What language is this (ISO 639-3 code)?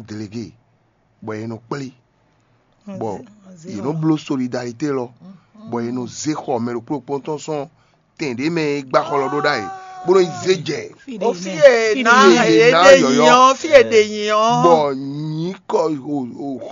fon